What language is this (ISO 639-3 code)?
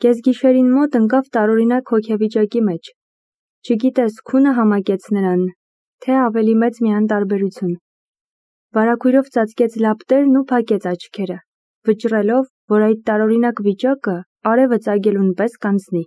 hye